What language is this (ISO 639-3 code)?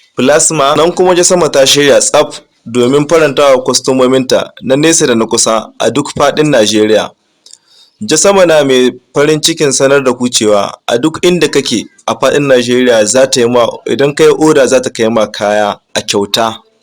hau